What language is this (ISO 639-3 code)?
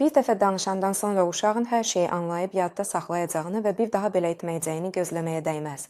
aze